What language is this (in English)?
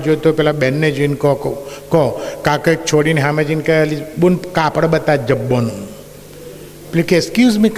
Gujarati